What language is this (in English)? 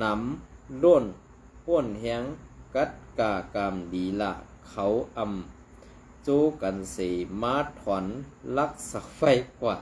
Shan